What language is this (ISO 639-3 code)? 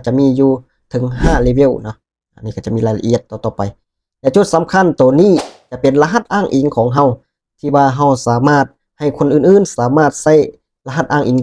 lao